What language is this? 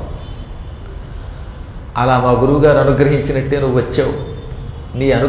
Telugu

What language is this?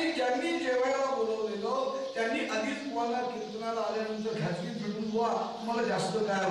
Marathi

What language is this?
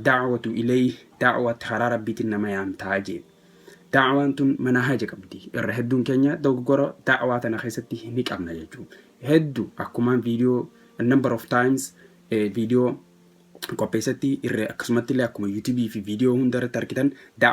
Oromo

